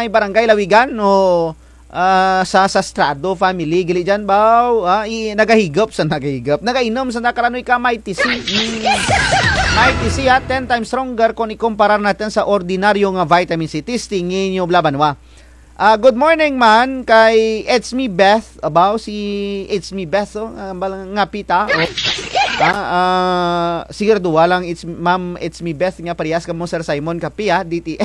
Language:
Kinaray-a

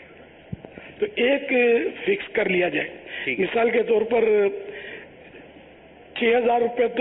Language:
Urdu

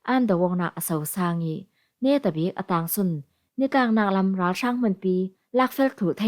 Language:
Falam Chin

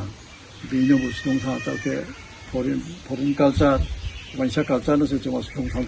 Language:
Riang (India)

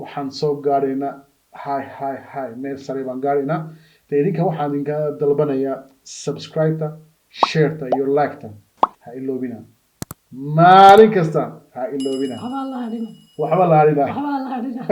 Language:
Somali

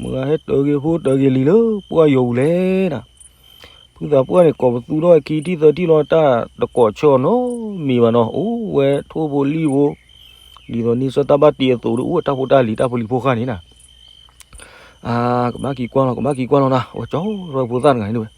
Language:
S'gaw Karen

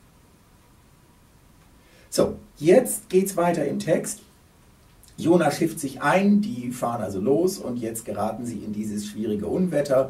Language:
German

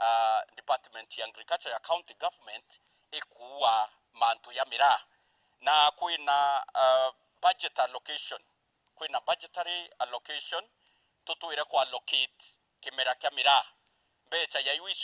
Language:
Meru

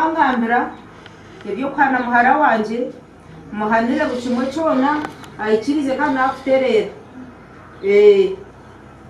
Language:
Nyankole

